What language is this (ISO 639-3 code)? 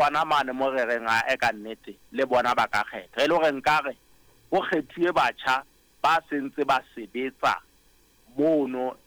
sot